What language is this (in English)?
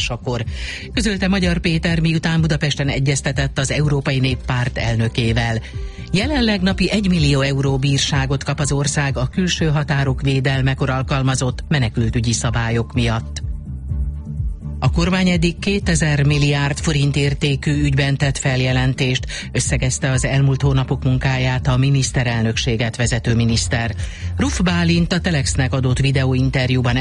Hungarian